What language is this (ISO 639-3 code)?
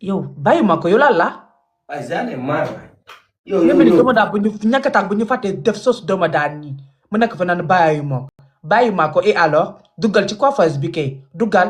wol